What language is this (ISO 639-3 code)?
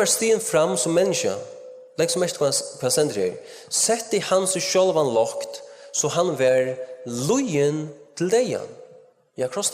fao